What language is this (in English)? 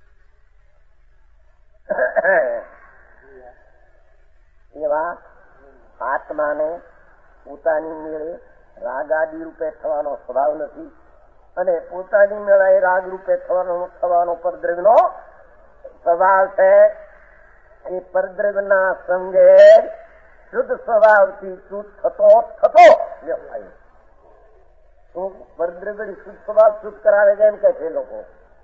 Gujarati